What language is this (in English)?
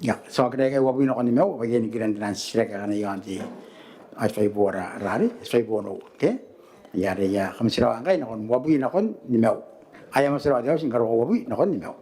Gilbertese